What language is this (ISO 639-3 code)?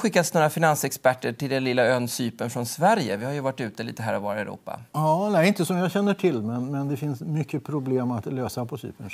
swe